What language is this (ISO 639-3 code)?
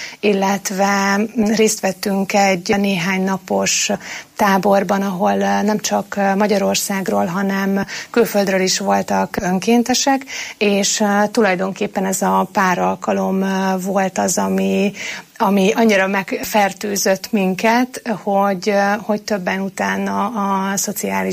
hun